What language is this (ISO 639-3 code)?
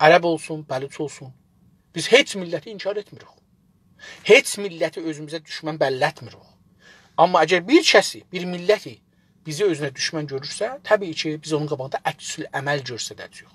azb